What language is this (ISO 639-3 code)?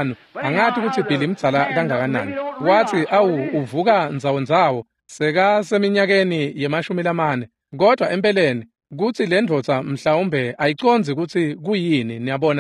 ssw